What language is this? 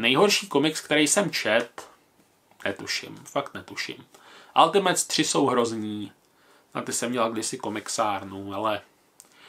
Czech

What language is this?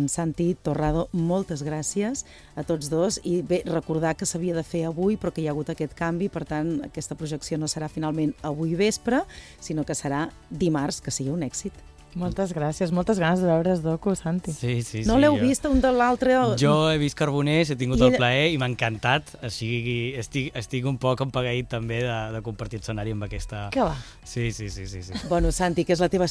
Catalan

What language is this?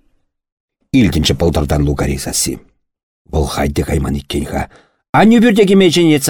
Chuvash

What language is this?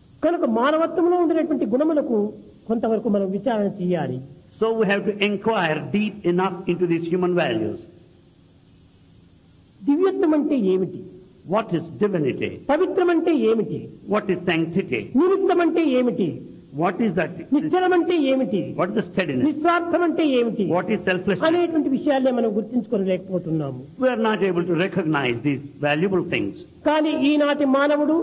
Telugu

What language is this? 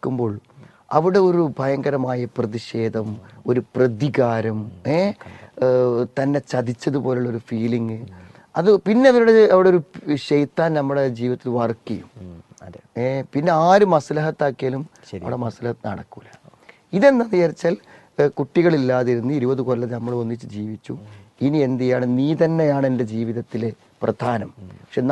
Malayalam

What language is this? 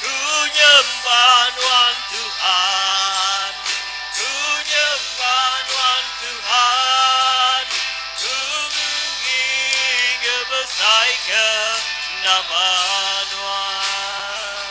Iban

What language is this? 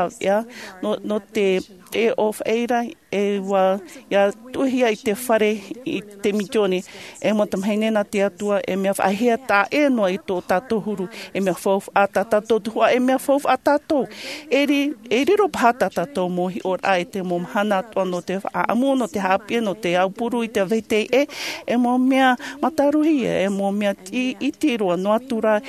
Tahitian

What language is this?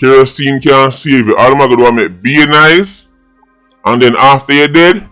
Jamaican Creole English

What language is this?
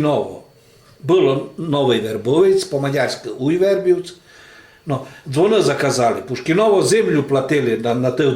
Rusyn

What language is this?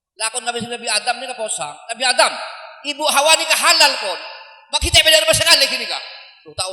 Madurese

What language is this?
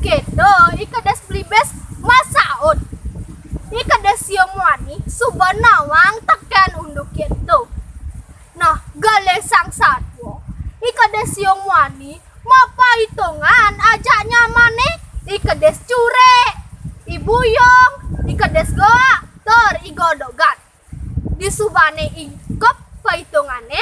Balinese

